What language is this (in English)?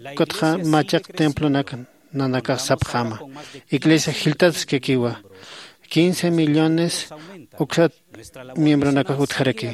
Aymara